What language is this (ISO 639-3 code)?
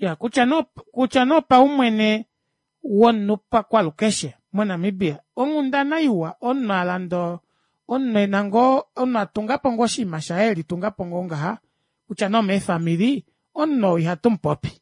kua